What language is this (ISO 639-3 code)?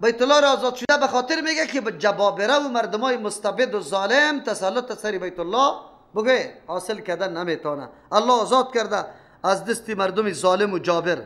fas